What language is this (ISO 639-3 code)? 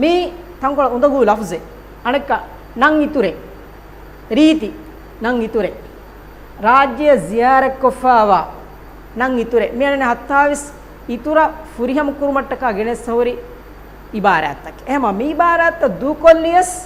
div